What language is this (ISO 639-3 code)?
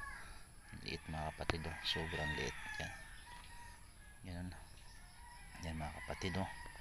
fil